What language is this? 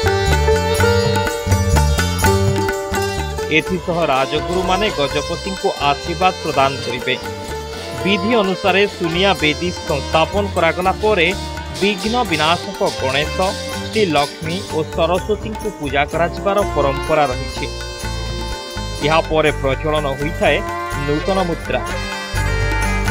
Odia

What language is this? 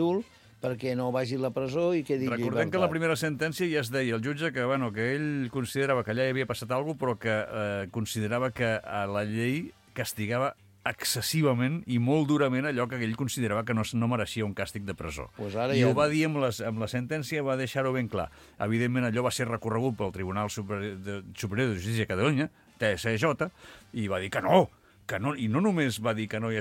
Catalan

